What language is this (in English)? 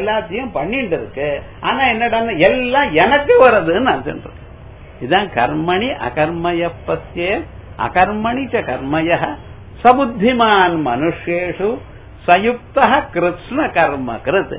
Tamil